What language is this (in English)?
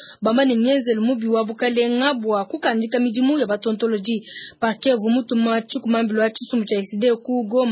Luba-Lulua